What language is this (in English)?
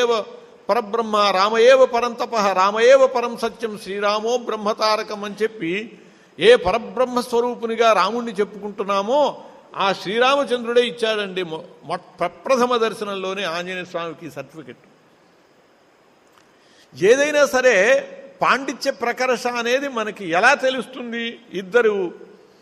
Telugu